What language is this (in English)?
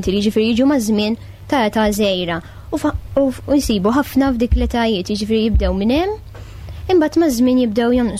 Maltese